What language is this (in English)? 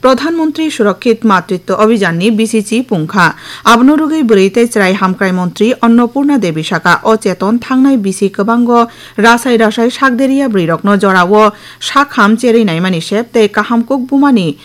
Kok Borok